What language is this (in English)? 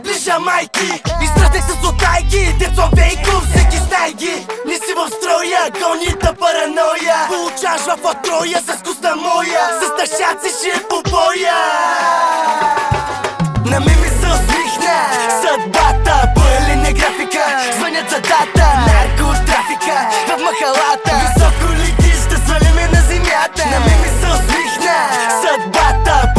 Bulgarian